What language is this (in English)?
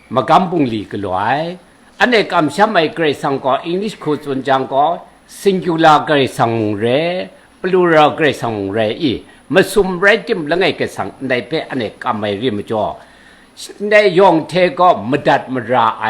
Kachin